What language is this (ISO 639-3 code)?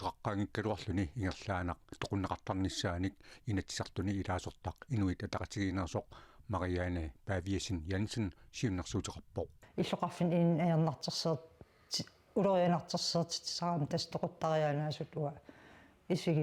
kal